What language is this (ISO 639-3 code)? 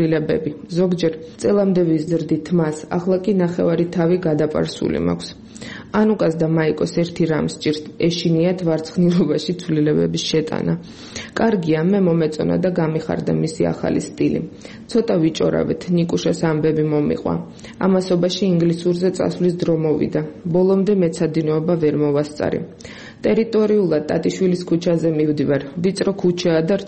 kat